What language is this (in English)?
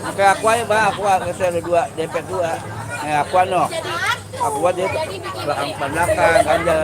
Betawi